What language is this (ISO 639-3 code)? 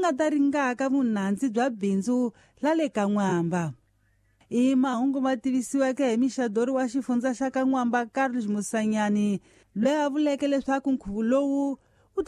tso